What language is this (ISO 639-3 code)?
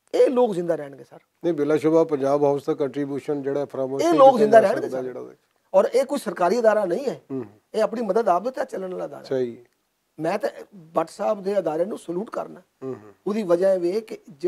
lah